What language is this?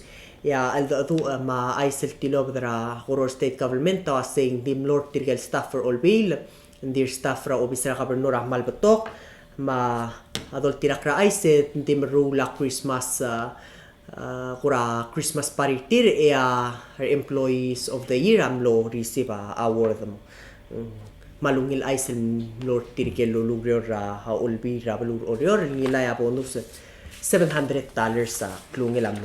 Palauan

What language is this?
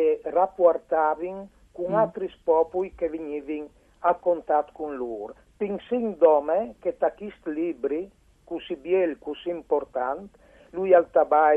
Friulian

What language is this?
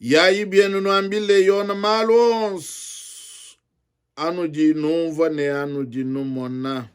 Luba-Lulua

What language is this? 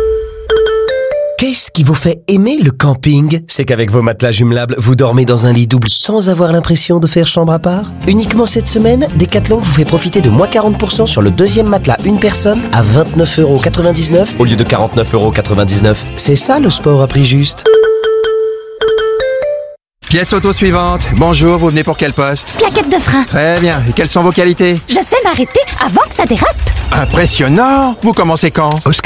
French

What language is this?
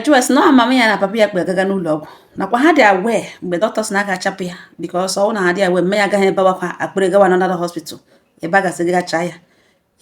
Igbo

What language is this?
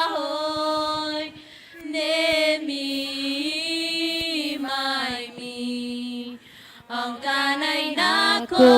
Gilbertese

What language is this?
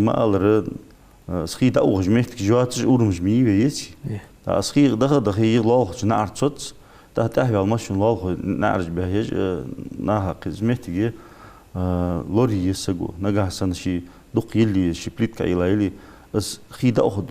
Ingush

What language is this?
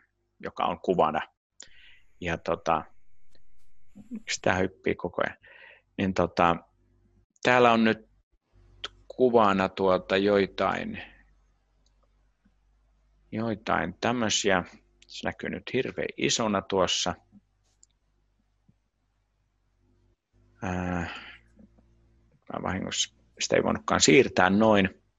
Finnish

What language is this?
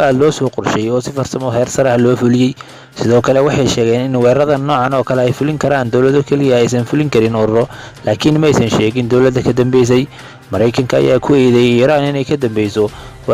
Somali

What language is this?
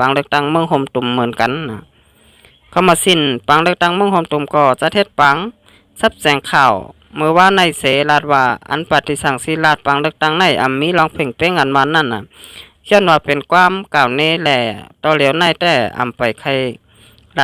Shan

